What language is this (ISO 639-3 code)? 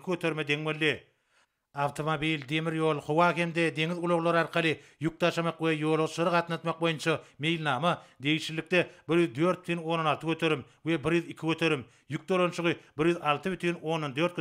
tuk